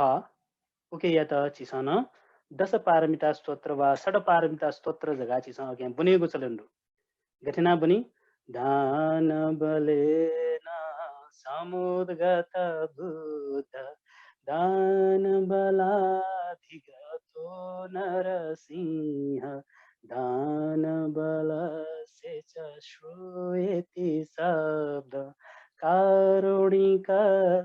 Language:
Newari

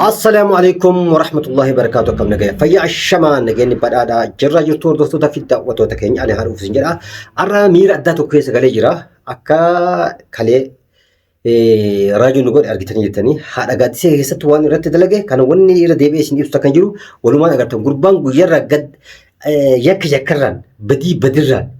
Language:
Oromo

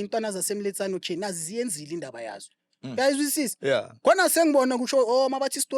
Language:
Zulu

